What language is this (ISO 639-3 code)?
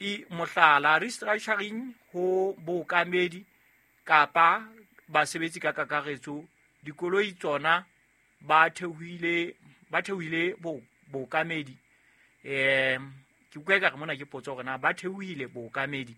sot